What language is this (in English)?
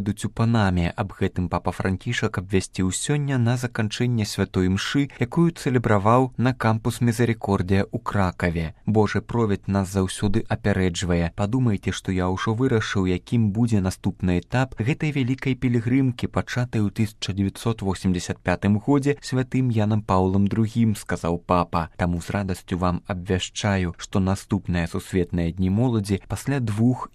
Belarusian